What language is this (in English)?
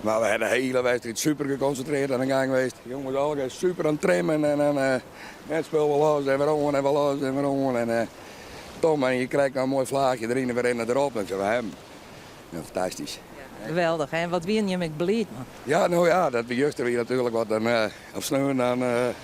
Western Frisian